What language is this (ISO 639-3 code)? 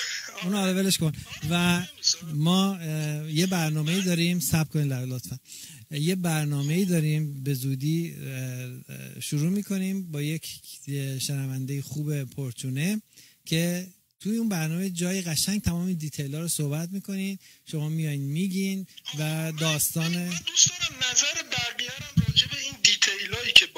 fas